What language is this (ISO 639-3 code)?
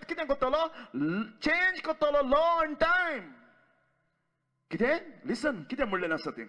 kok